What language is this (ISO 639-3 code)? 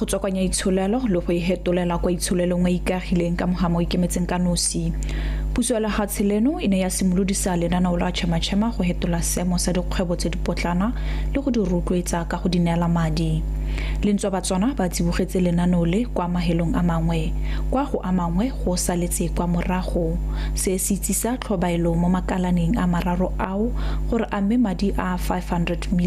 tsn